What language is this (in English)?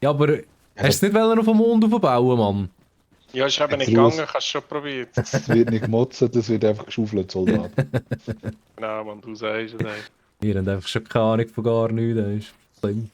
Swiss German